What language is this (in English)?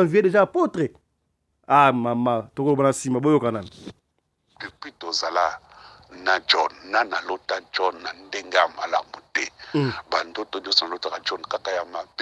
Lingala